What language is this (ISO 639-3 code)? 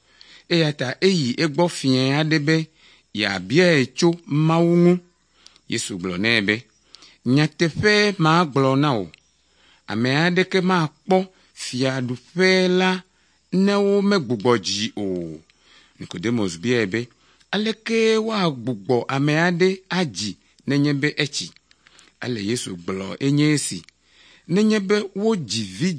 ewe